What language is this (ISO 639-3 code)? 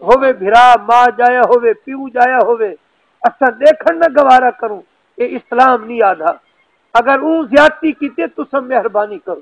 skr